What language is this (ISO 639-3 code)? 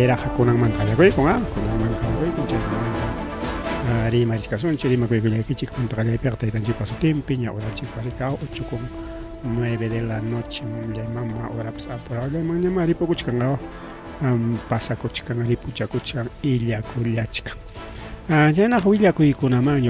quy